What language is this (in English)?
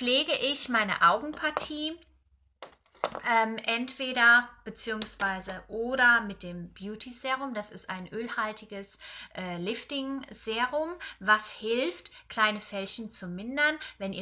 German